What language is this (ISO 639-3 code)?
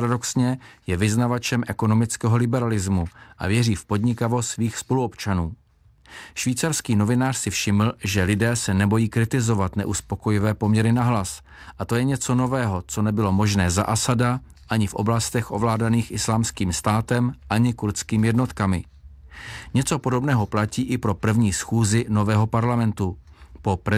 ces